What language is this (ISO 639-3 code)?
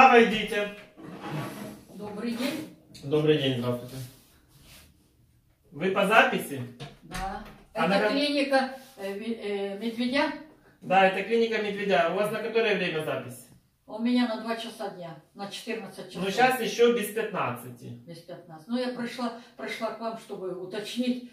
rus